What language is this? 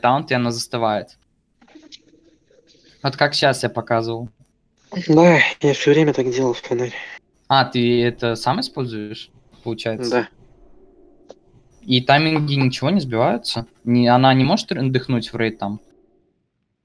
Russian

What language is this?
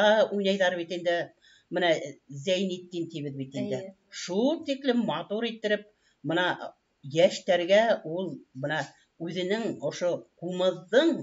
Bashkir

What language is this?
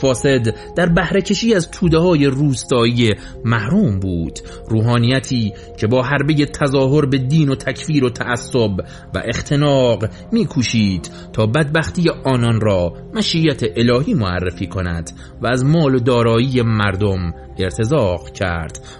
Persian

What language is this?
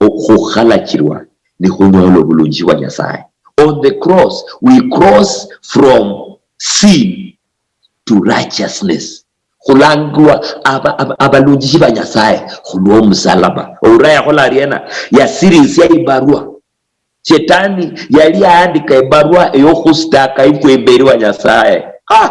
Luyia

